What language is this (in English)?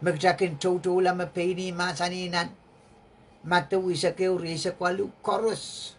Pohnpeian